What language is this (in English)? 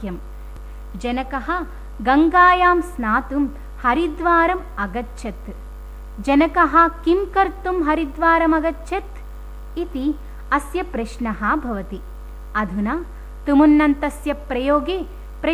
Sanskrit